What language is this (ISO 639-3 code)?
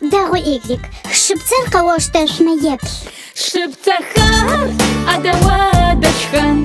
ady